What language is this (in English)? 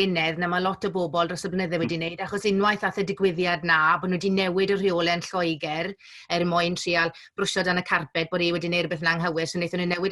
Welsh